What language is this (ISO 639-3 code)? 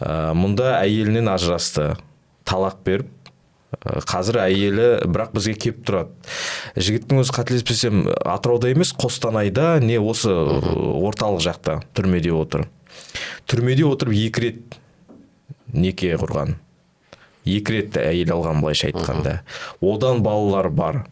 kaz